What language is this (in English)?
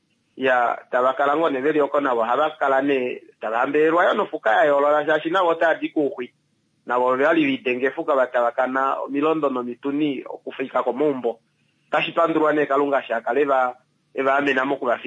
Kuanyama